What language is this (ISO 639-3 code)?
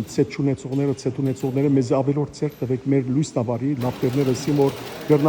hyw